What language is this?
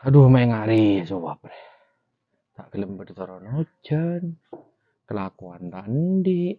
Madurese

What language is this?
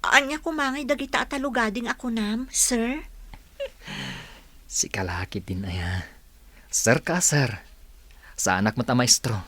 Iloko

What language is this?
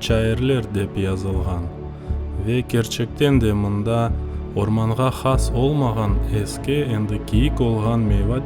Crimean Tatar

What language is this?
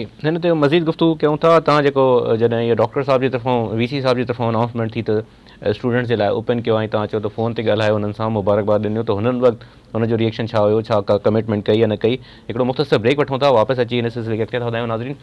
Sindhi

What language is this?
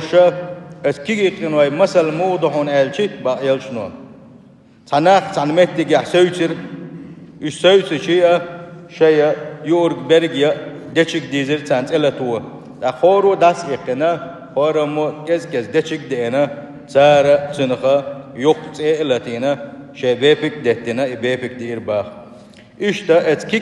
Chechen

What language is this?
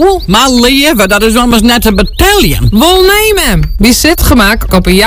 Dutch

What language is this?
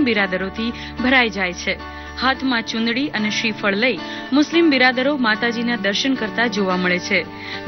Gujarati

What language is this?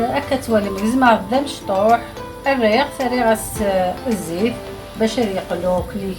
Algerian Arabic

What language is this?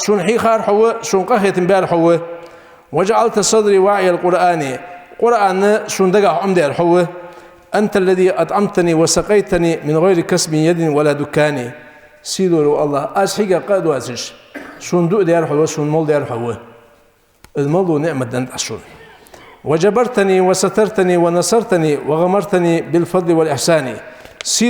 Ingush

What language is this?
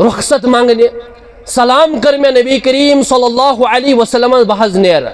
Kashmiri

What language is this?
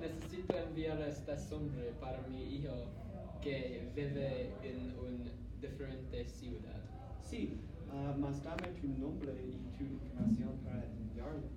Spanish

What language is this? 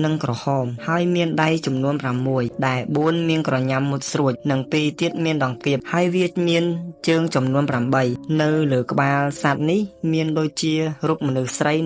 Khmer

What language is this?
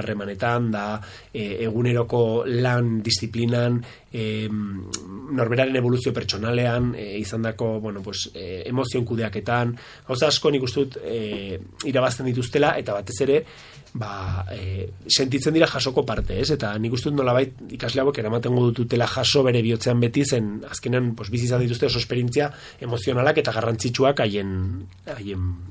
Basque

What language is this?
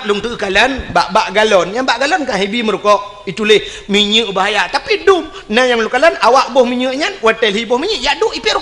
Achinese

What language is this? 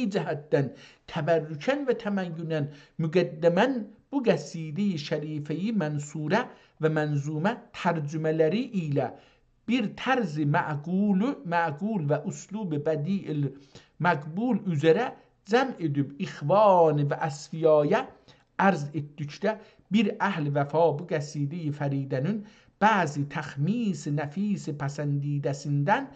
South Azerbaijani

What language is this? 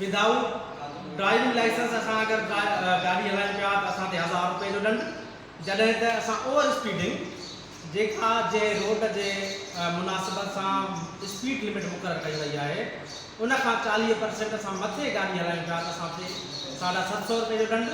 Sindhi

